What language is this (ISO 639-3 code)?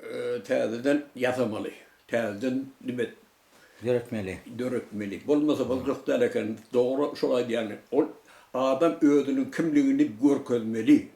tuk